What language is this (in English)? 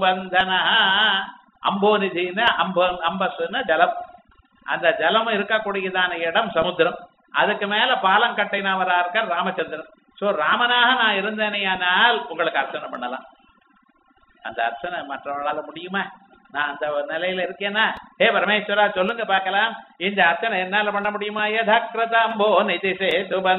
Tamil